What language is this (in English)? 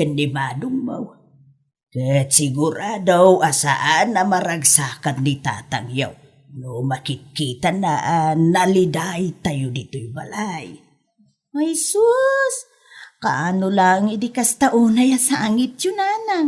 Iloko